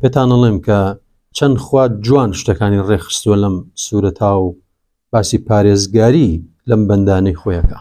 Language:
Central Kurdish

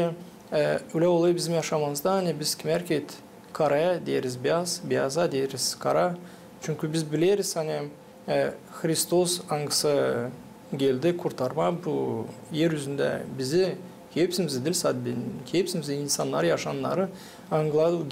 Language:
Gagauz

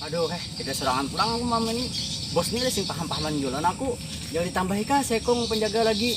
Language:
Banjar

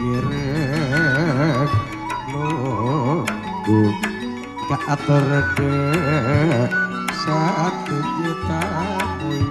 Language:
Madurese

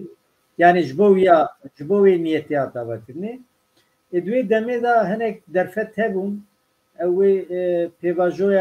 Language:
Kurdish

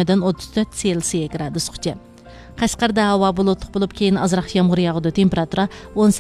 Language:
Uyghur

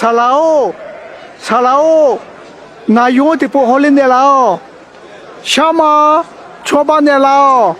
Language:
Akha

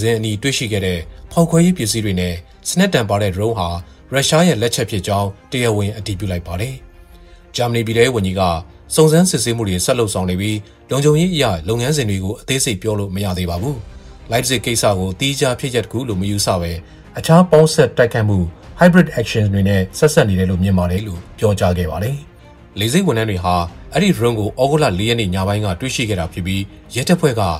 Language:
Burmese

